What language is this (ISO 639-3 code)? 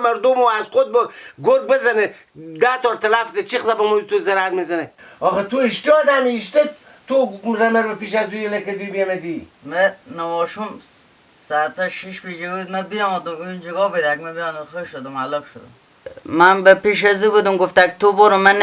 fas